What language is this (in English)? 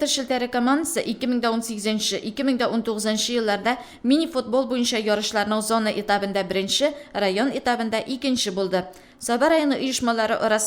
Tatar